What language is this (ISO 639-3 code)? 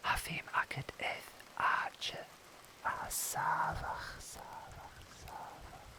gla